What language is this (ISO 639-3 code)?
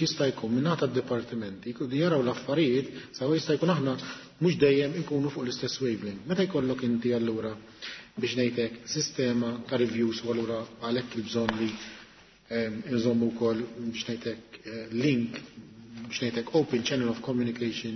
mlt